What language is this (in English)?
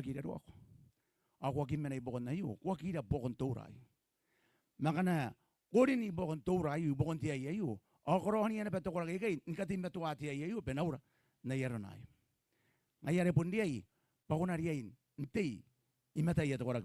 Gilbertese